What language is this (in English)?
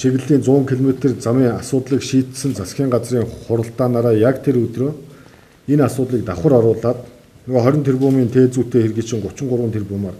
Mongolian